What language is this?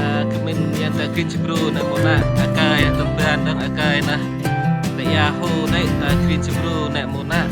Central Mnong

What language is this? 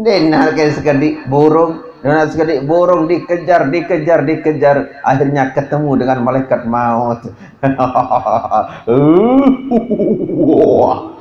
Sasak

